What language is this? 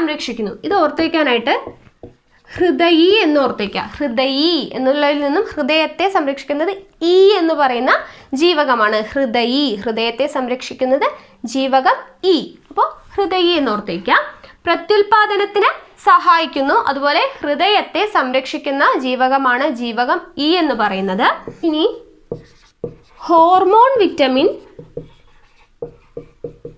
Malayalam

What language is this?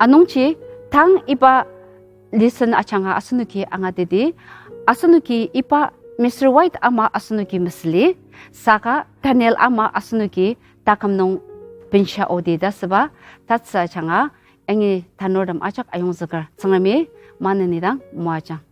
Ao Naga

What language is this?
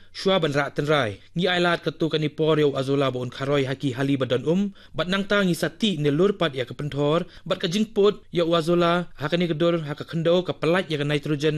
Khasi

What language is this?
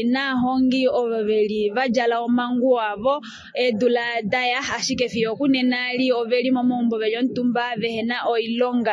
Kuanyama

